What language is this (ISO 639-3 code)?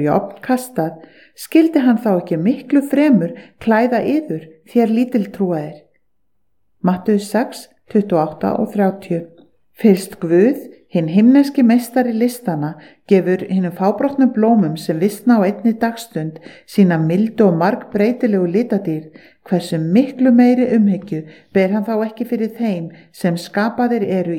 isl